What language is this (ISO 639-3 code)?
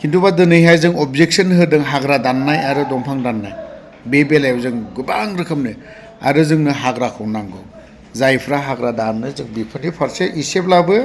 brx